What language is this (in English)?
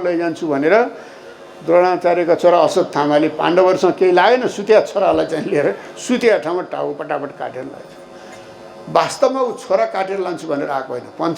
Nepali